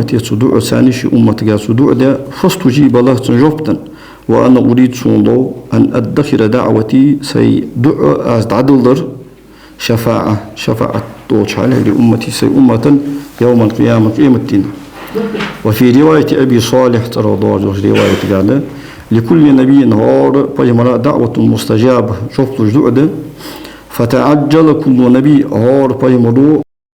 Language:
Ingush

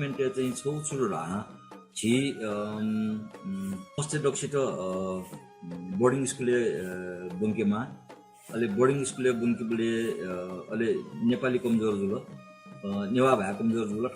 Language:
Newari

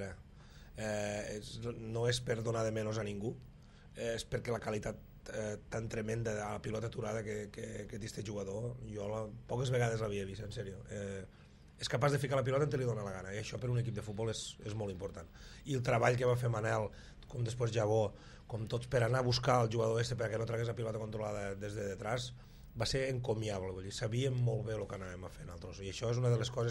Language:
Catalan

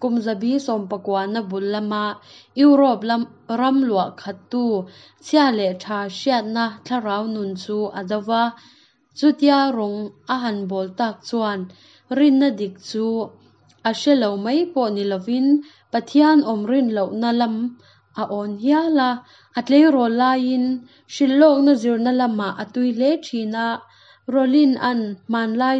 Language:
Hakha Chin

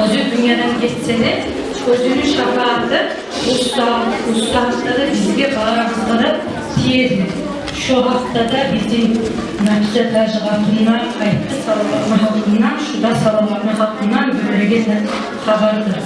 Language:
Kumyk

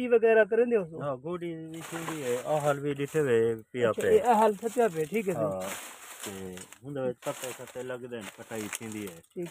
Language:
Saraiki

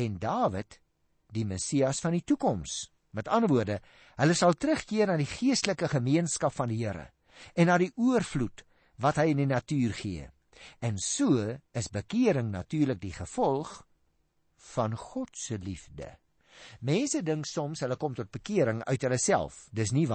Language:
Afrikaans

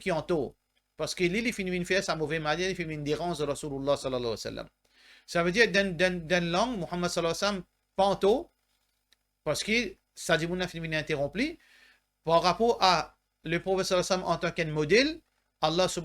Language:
Morisyen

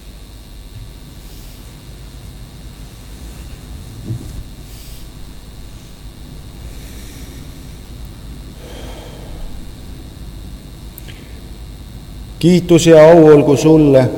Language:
Estonian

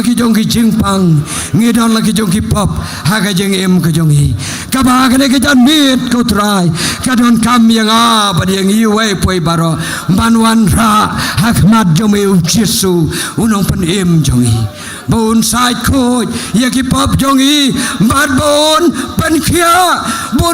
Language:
Khasi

